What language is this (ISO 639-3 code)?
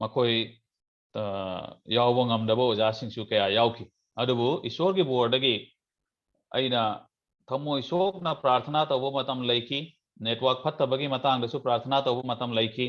mni